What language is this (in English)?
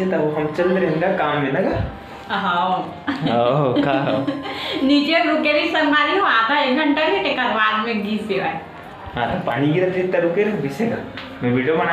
Chhattisgarhi